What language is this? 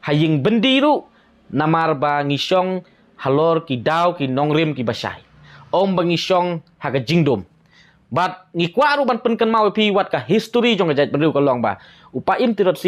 Khasi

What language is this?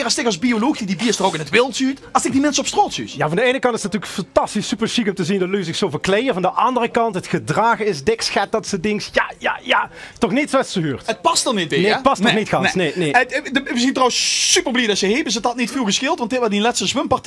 Limburgish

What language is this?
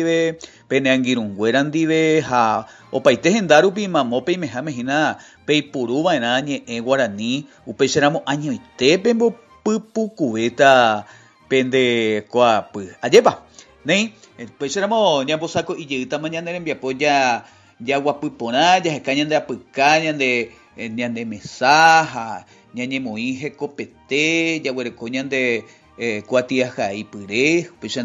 Guarani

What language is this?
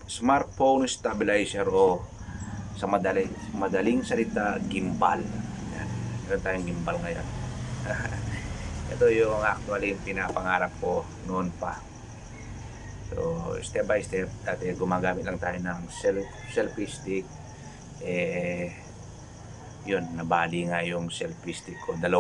Filipino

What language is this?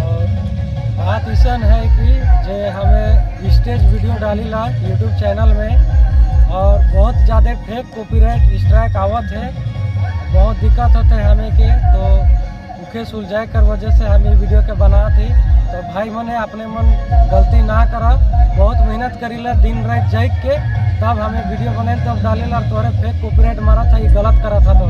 Sadri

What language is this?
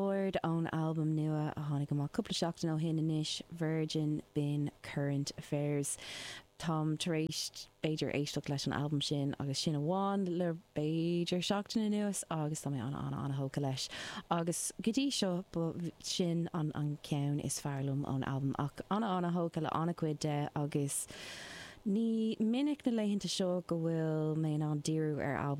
Irish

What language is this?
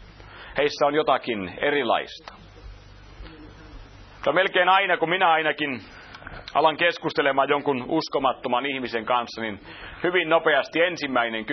Finnish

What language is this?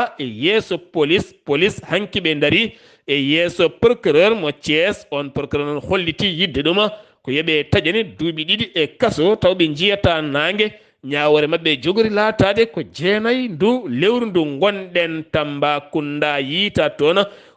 Fula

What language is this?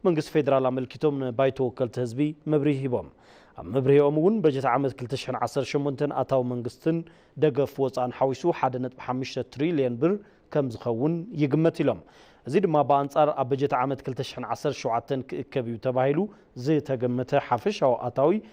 Tigrinya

